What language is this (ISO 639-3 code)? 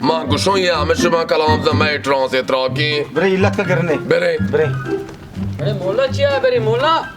bal